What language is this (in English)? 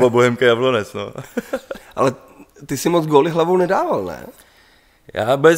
Czech